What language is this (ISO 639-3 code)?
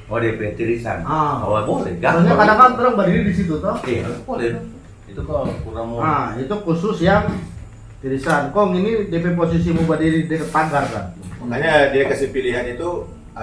xmm